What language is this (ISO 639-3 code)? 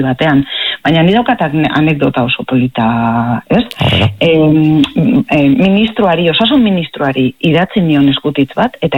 eus